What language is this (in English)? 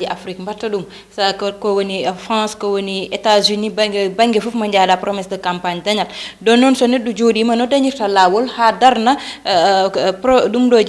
Fula